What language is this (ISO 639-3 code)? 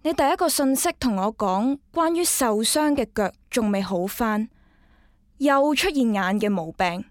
yue